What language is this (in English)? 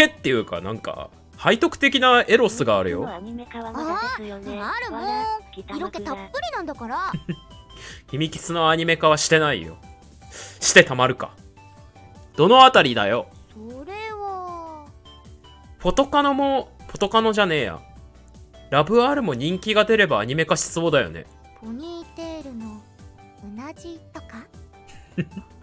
Japanese